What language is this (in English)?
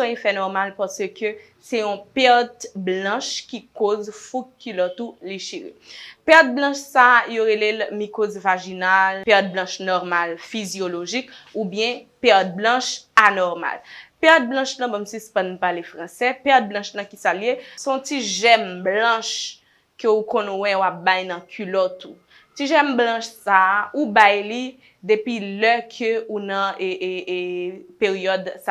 Haitian Creole